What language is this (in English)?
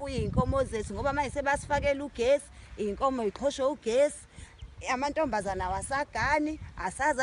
Zulu